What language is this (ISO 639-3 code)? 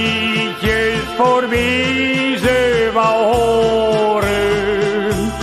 nld